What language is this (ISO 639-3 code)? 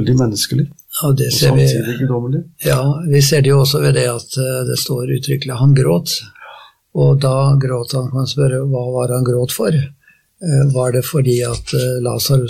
nor